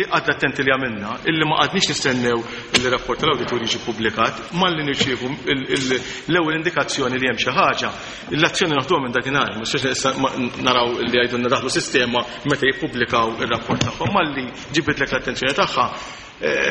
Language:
Maltese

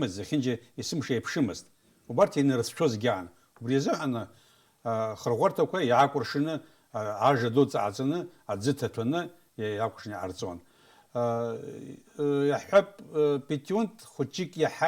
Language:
Abkhazian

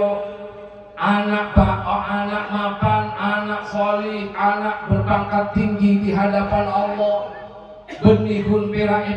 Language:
Madurese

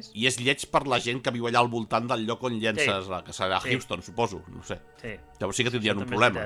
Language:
Catalan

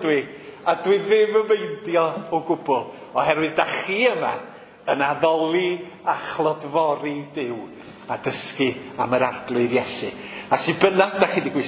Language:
Welsh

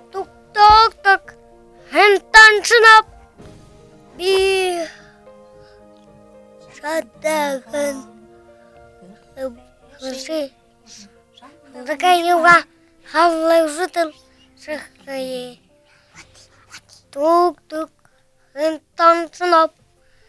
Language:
Buriat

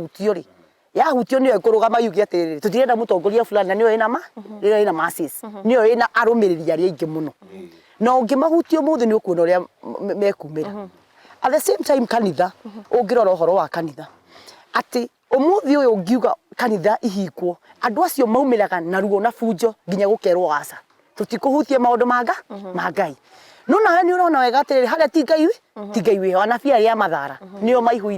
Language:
Kikuyu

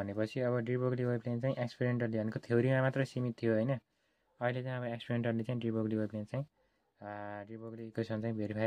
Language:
Nepali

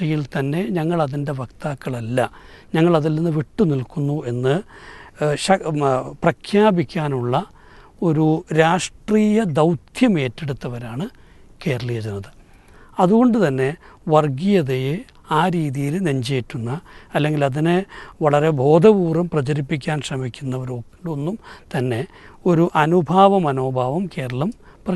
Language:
Malayalam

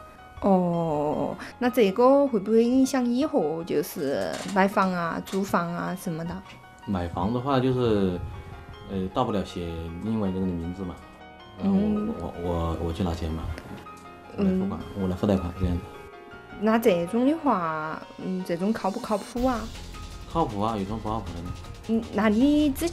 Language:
Chinese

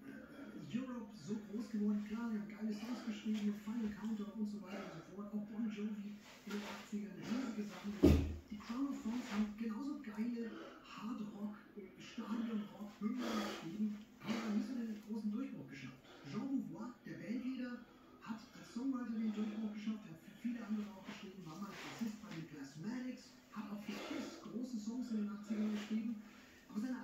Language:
German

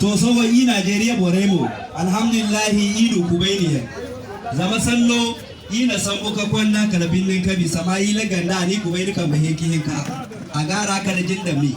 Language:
Zarma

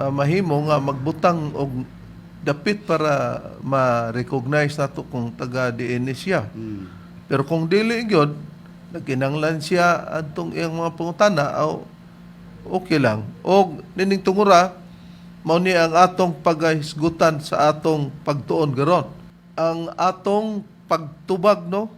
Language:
Cebuano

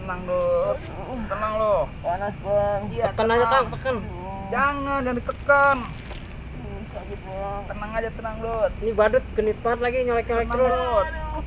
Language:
Betawi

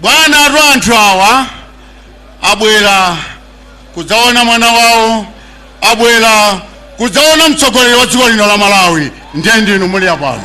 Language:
Nyanja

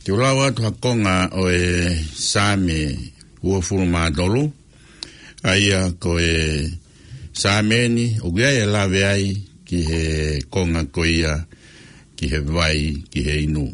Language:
Tongan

